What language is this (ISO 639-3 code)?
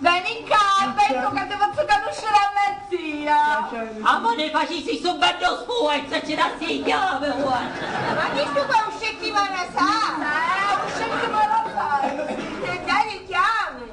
scn